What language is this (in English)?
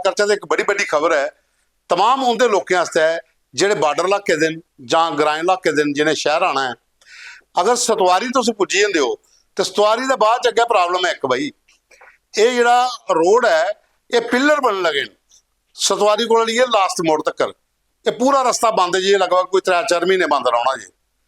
Dogri